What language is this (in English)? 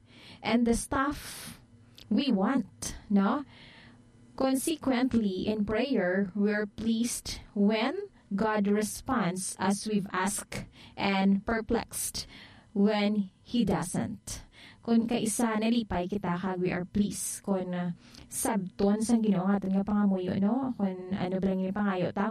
Hiligaynon